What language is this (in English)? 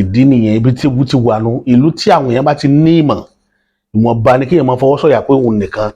Yoruba